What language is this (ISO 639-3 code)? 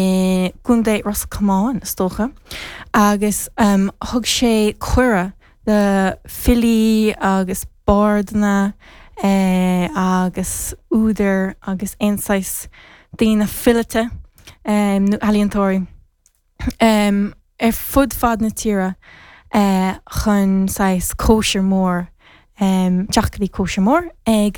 gle